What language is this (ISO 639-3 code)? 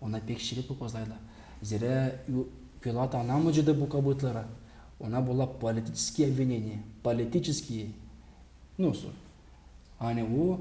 gag